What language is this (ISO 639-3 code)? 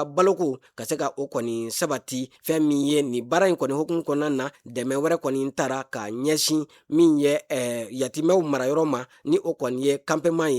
bam